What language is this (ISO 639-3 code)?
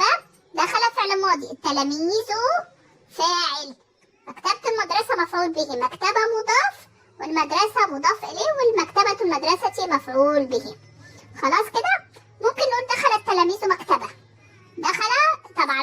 arz